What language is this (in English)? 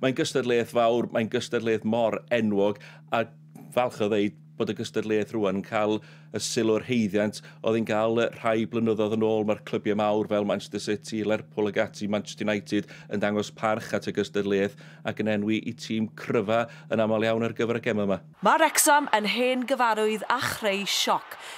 Welsh